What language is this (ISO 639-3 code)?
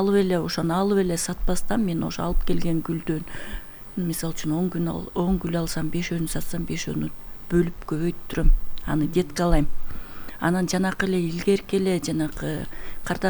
kir